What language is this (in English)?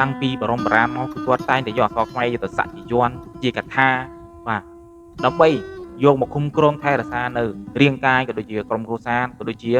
Khmer